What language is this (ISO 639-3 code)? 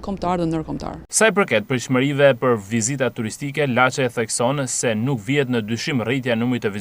sqi